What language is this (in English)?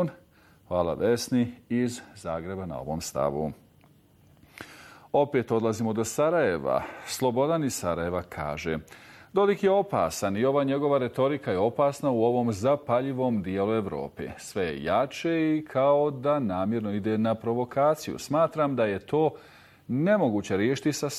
Bosnian